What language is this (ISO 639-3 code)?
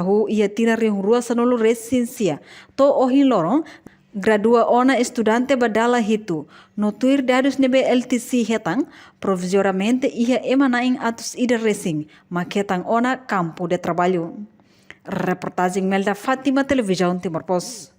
tet